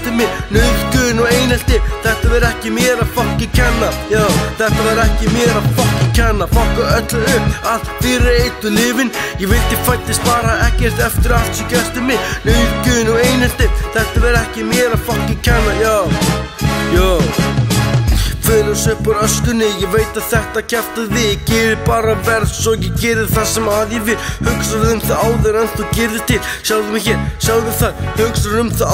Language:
Icelandic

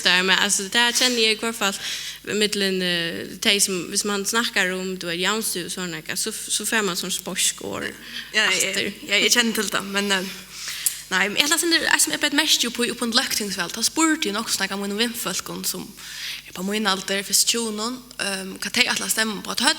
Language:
Faroese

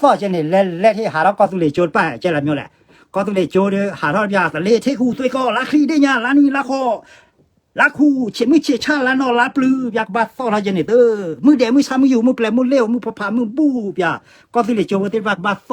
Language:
S'gaw Karen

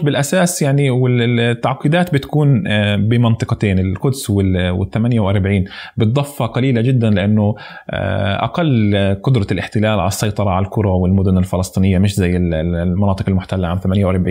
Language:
North Levantine Arabic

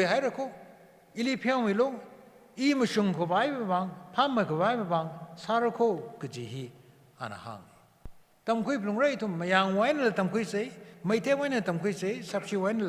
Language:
Tangkhul Naga (India)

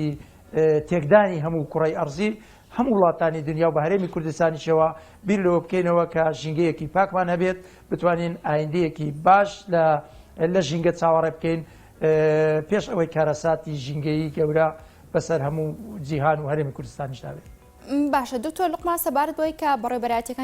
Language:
Central Kurdish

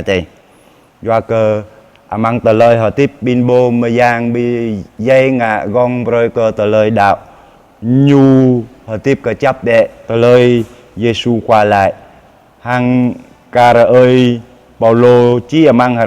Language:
Jarai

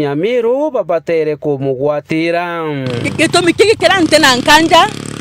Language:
Meru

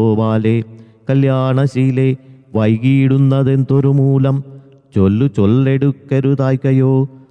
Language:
Malayalam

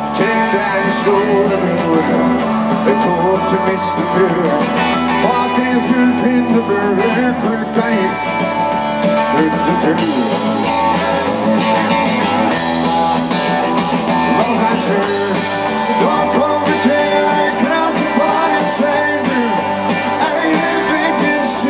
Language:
Norwegian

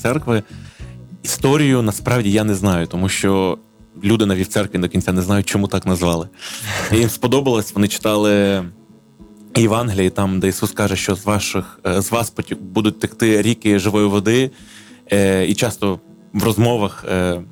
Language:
Ukrainian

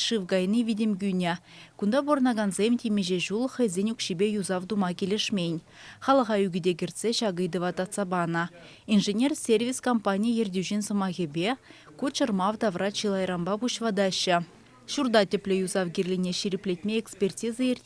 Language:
Chuvash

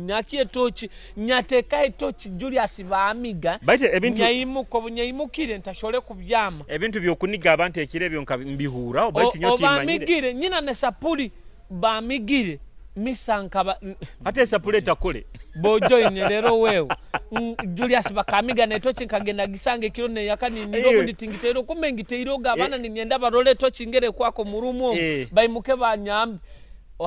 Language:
Nyoro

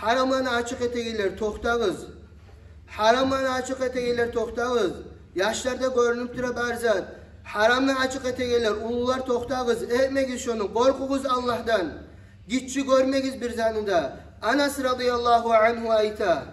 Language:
Kumyk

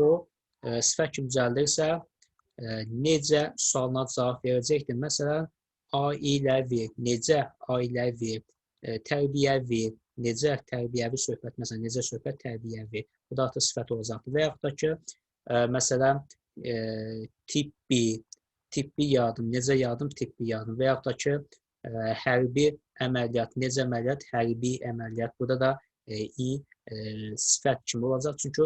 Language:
Azerbaijani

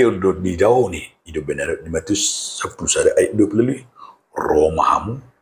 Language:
Batak Toba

